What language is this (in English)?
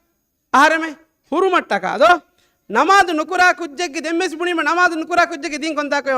Divehi